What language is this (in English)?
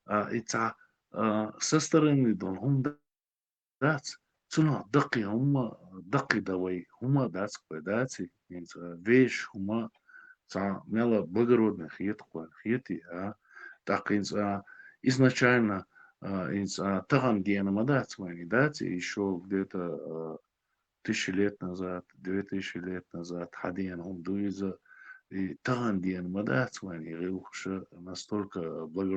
Chechen